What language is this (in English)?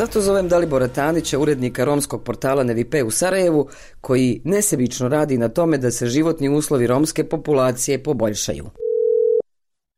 Bosnian